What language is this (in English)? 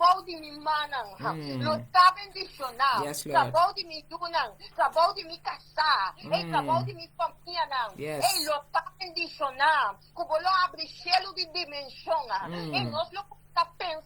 Papiamento